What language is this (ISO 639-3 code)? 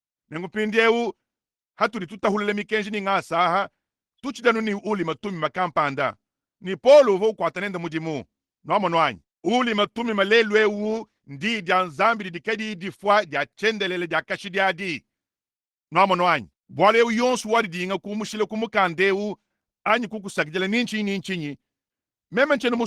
lua